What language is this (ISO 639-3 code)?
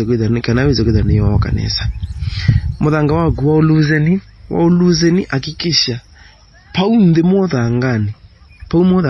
kam